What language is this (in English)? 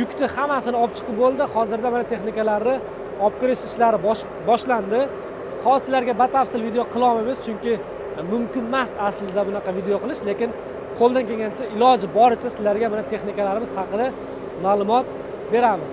Uzbek